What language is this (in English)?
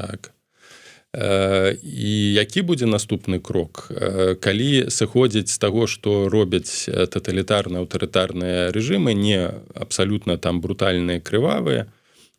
Belarusian